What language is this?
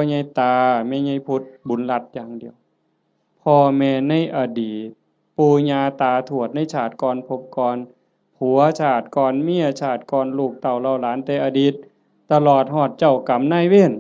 Northeastern Thai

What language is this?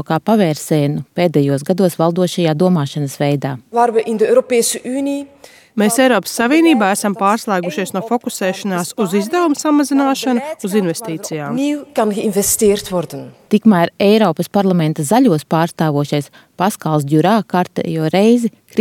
Latvian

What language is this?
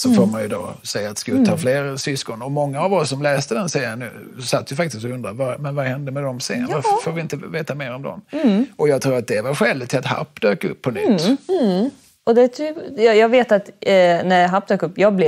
Swedish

